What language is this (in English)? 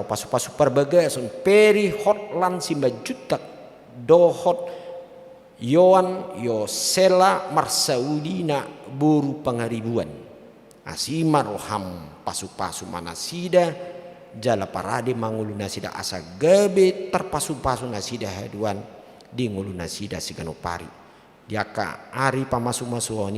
Batak Toba